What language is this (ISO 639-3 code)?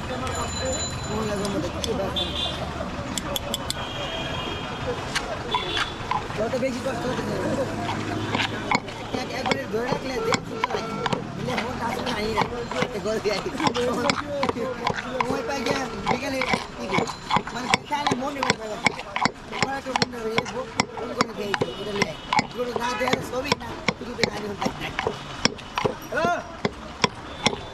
ben